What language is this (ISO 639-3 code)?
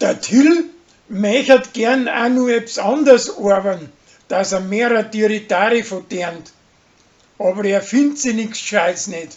bar